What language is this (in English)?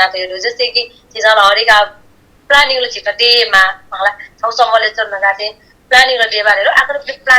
Newari